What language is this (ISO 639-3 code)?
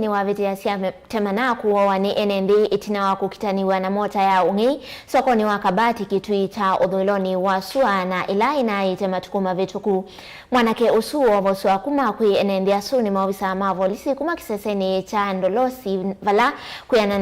kam